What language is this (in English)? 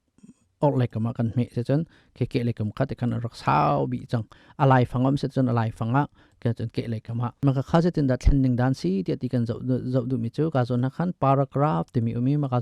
Hakha Chin